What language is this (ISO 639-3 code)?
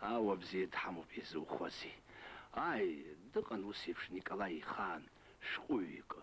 abk